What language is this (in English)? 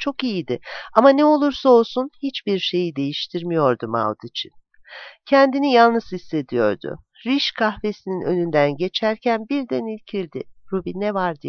Turkish